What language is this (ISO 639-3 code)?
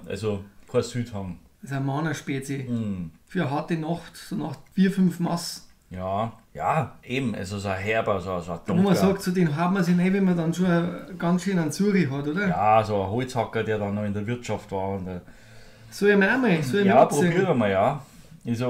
bar